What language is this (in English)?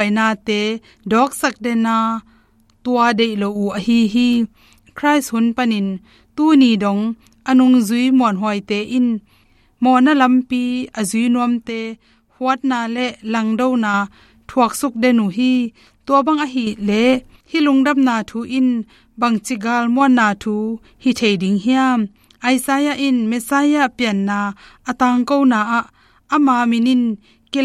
Tedim Chin